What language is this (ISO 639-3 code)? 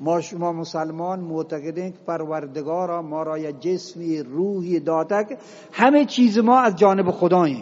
bgp